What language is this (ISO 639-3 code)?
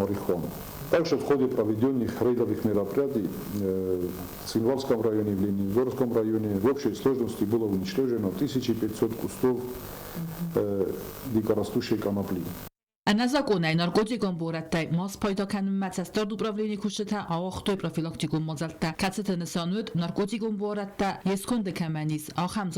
oss